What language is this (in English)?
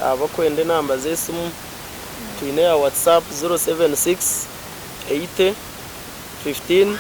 Nyankole